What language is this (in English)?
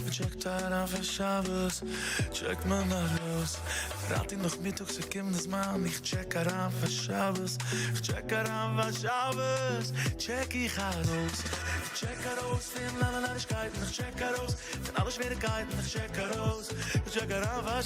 Yiddish